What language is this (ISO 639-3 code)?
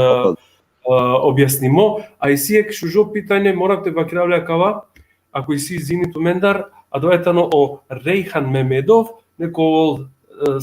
rmn